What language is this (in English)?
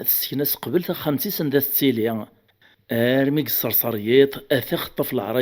Kabyle